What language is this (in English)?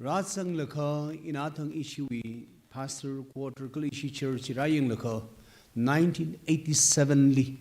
Tangkhul Naga (India)